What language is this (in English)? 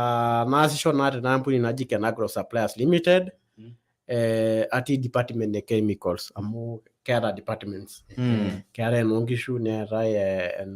Masai